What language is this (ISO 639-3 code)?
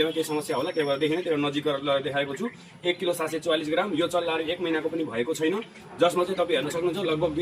nep